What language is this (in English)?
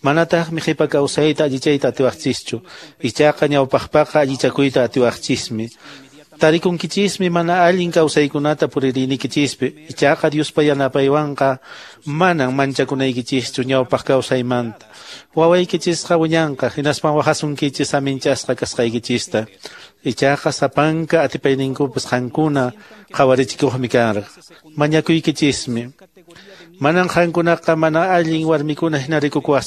Quechua